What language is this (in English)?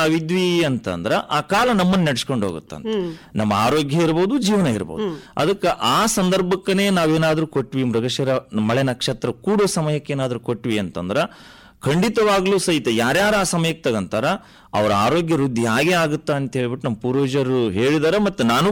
Kannada